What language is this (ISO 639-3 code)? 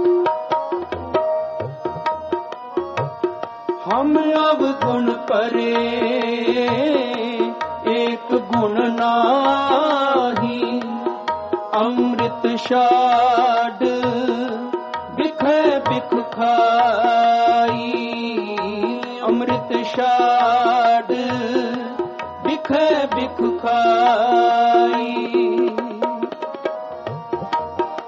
pan